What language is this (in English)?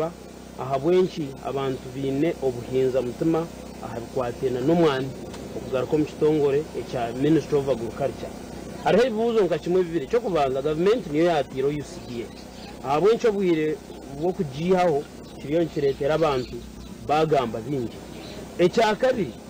Nyankole